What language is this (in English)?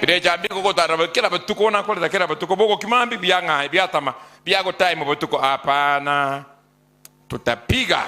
Gusii